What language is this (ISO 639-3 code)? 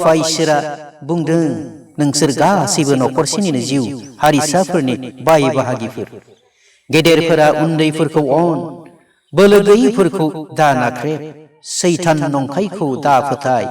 brx